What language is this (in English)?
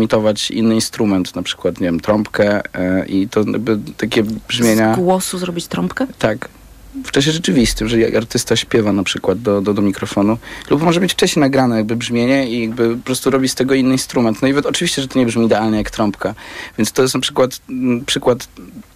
Polish